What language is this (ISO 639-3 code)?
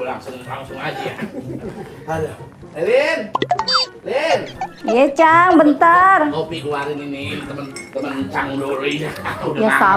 bew